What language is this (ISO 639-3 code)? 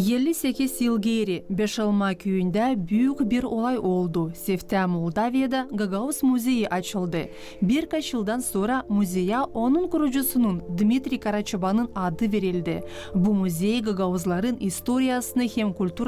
gag